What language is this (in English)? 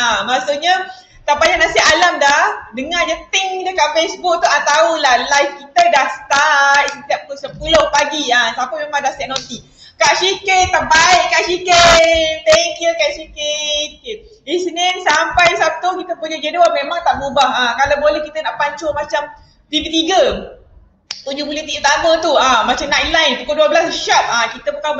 Malay